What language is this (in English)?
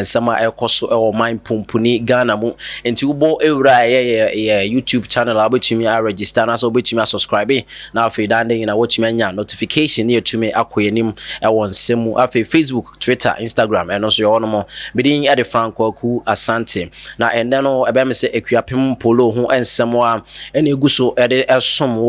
Akan